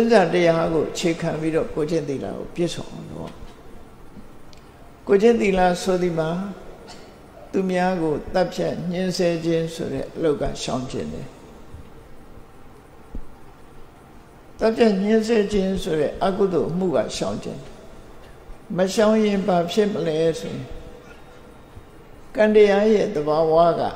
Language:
Burmese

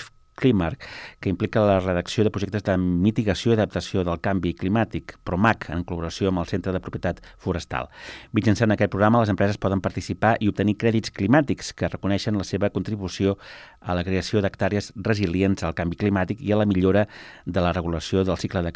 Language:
Catalan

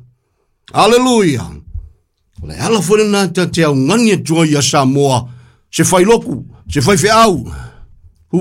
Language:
Samoan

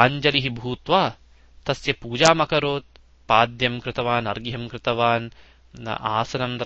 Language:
Sanskrit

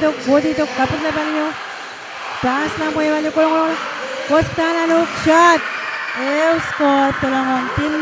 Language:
Pohnpeian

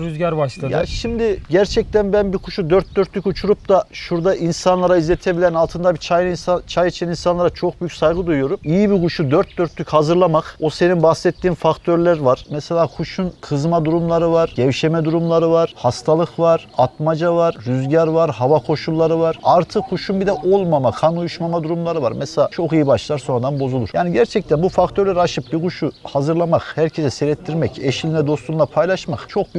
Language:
Turkish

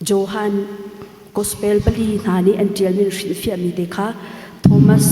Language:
Hakha Chin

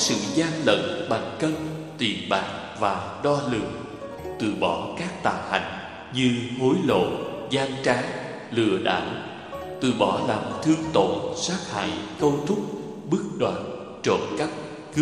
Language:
Vietnamese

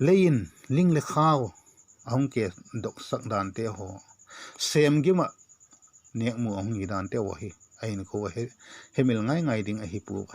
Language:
Vaiphei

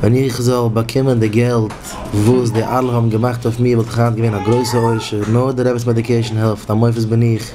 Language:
Yiddish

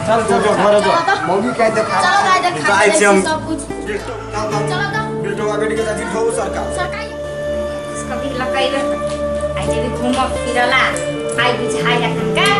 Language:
Maithili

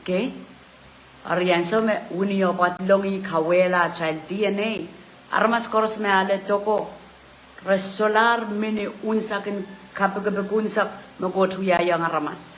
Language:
Pohnpeian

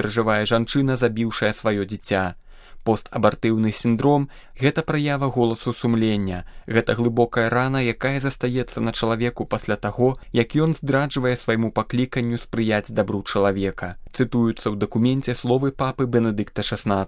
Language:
Belarusian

